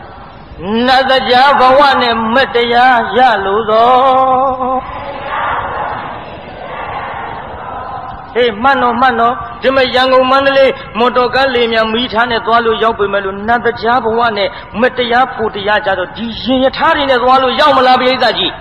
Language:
Burmese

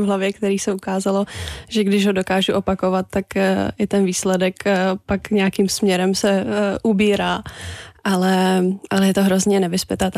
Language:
Czech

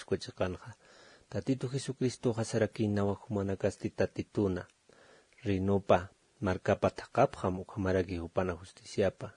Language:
Aymara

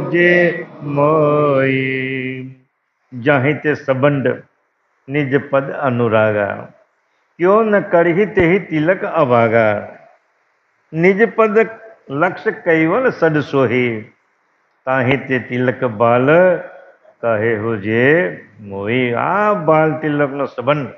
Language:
Gujarati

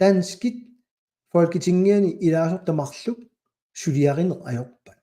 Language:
Kalaallisut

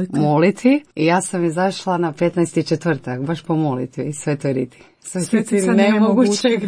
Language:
Croatian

